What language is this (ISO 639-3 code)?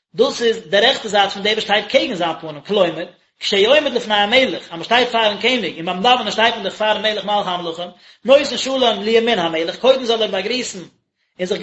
yid